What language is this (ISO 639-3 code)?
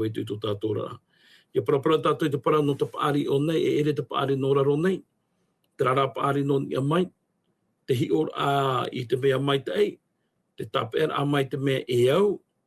tah